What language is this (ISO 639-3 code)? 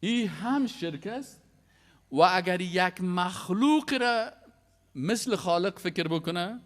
fas